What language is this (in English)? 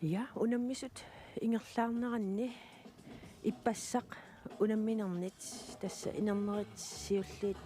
Kalaallisut